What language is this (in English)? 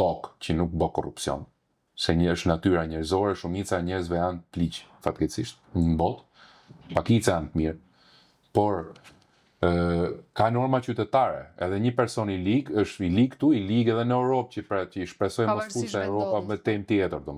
Albanian